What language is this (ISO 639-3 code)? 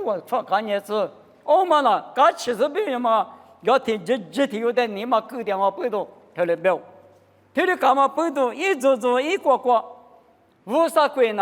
lis